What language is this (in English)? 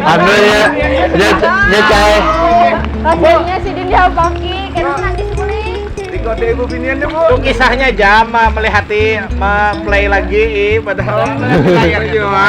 Banjar